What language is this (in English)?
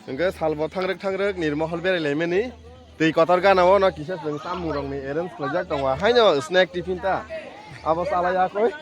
Kok Borok